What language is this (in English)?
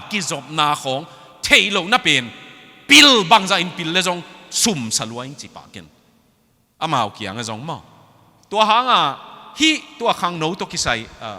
Tedim Chin